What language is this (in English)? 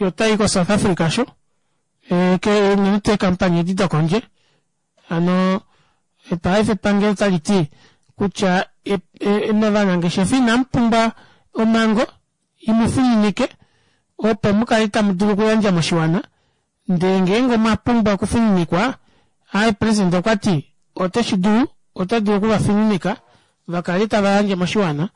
Kuanyama